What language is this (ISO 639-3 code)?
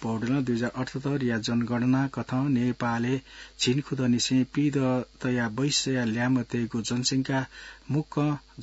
new